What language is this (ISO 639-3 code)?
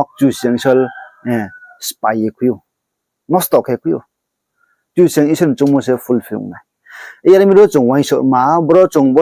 ria